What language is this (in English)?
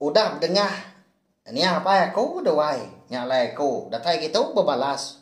Iban